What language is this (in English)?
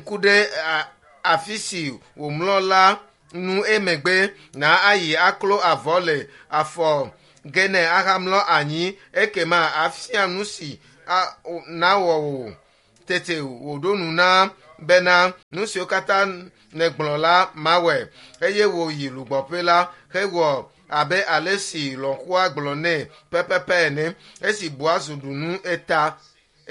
Ewe